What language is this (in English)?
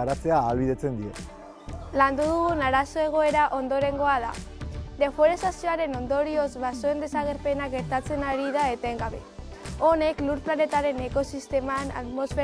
Basque